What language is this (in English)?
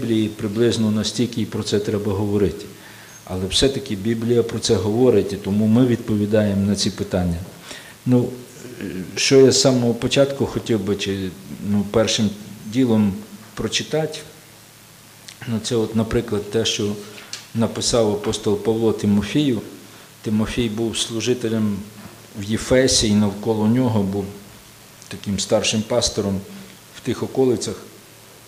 Ukrainian